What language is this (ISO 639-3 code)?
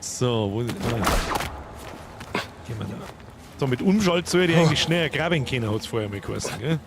bar